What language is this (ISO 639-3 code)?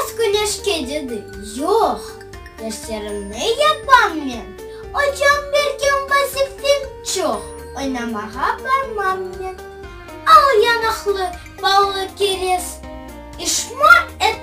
crh